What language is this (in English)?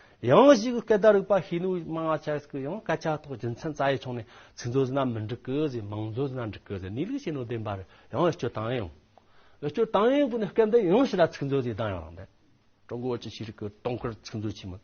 Amdo Tibetan